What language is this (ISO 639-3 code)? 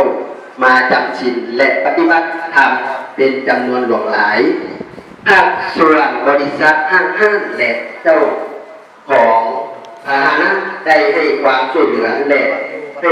lao